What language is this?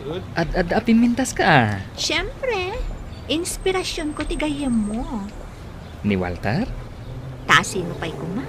Iloko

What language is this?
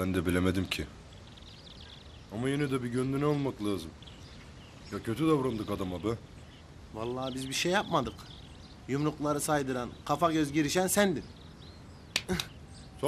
Turkish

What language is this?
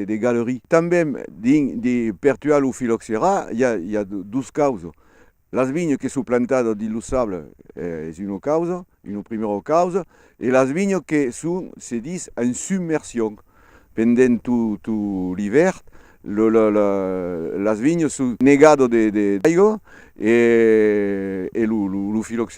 Occitan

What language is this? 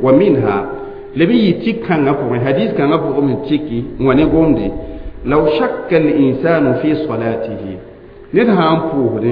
Mossi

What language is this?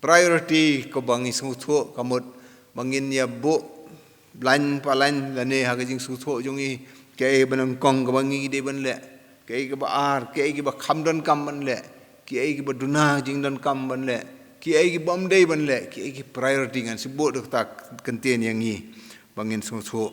Khasi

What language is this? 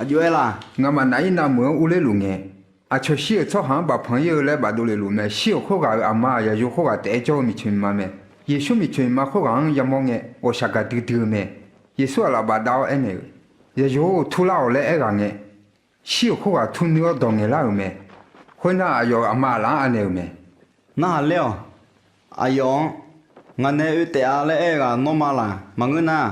Akha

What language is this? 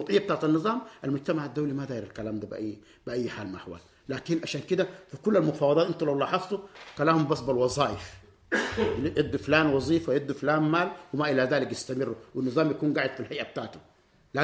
Sudanese Arabic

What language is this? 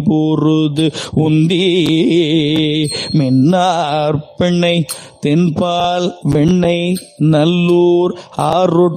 Tamil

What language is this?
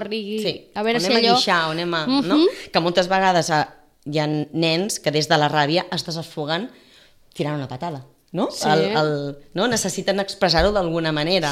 Catalan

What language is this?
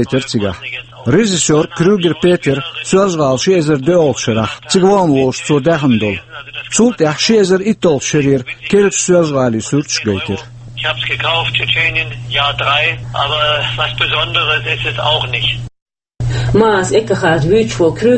Chechen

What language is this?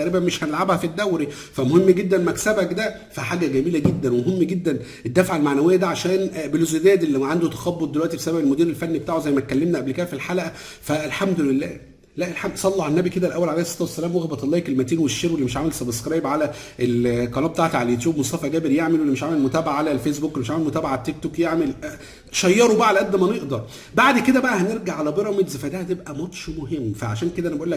Egyptian Arabic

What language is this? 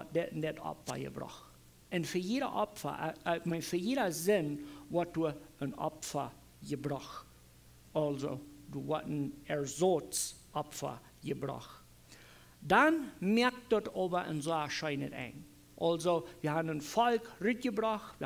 Plautdietsch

